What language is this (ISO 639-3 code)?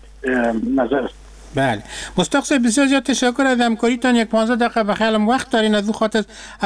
fas